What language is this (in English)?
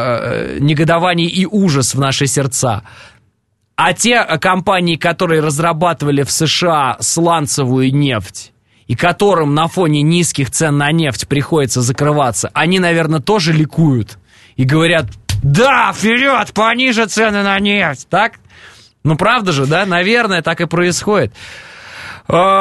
Russian